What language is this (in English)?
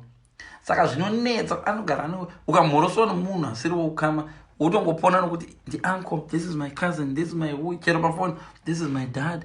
Shona